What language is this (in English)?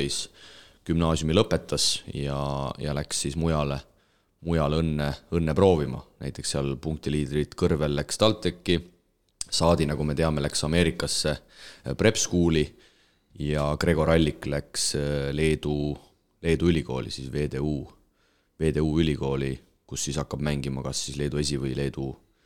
Estonian